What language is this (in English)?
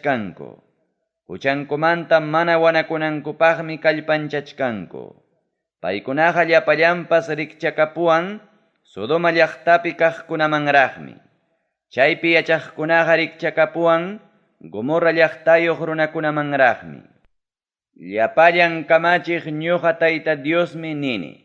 Ayacucho Quechua